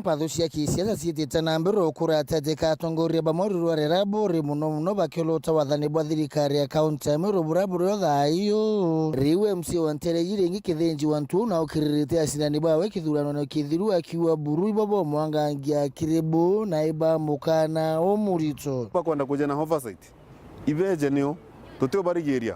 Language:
Meru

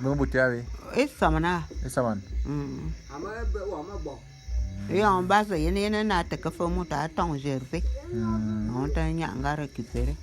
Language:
Bulu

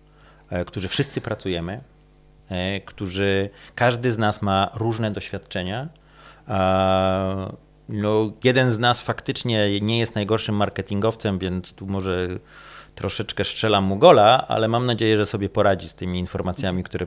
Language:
Polish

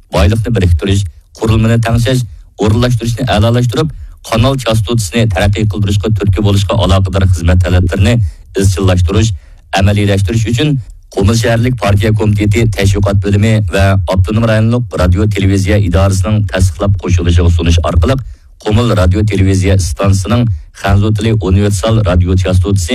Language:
Uyghur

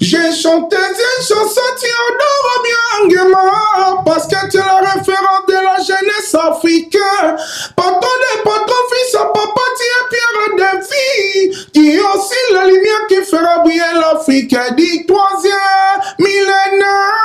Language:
Lingala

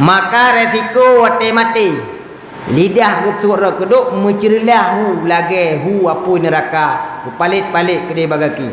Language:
Achinese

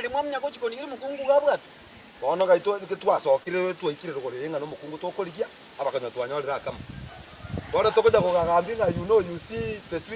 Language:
Gusii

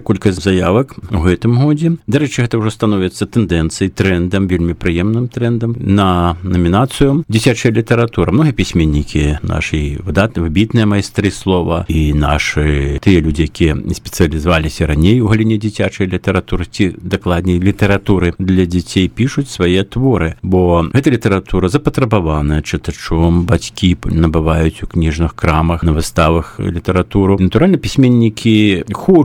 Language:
Belarusian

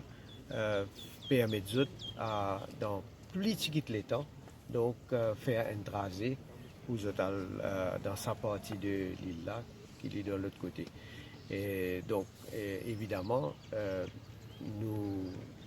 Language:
Morisyen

